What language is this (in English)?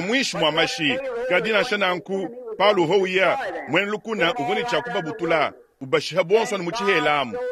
Luba-Lulua